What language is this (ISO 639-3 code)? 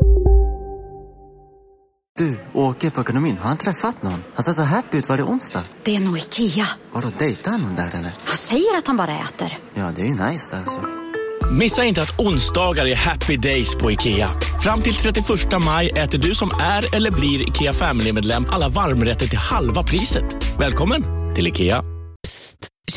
swe